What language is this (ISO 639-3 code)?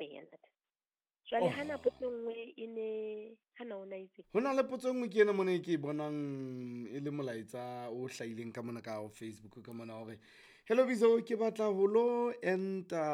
sot